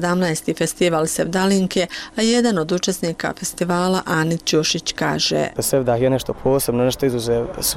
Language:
Bosnian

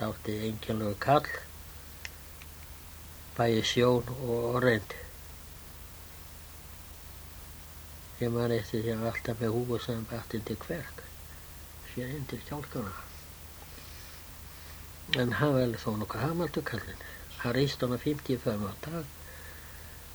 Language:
Icelandic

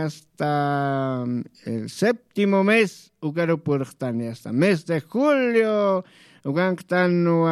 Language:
Aymara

